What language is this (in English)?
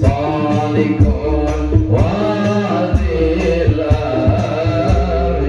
Madurese